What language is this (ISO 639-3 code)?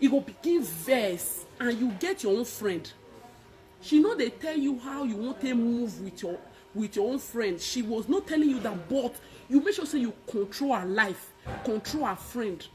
pcm